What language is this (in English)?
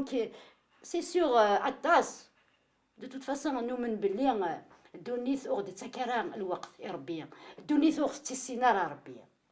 Kabyle